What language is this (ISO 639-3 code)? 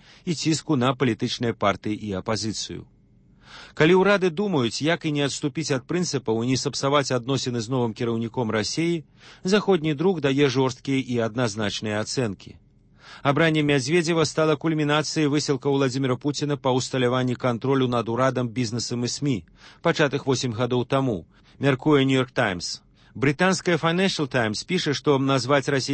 bel